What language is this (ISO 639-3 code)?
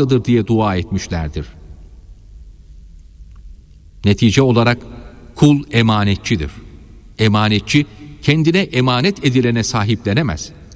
tur